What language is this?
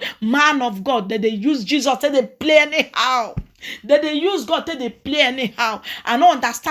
Nigerian Pidgin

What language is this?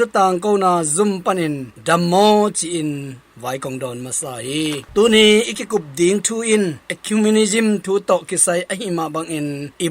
Tedim Chin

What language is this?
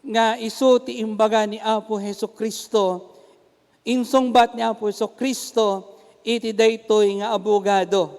Iloko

